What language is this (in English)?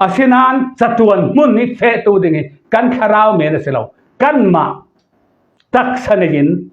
Falam Chin